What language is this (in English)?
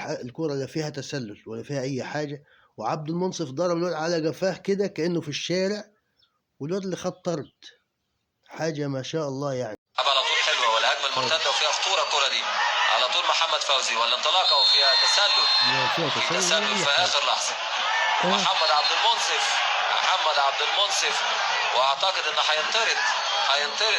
Egyptian Arabic